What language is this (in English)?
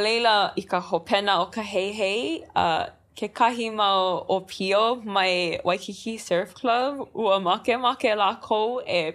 Hawaiian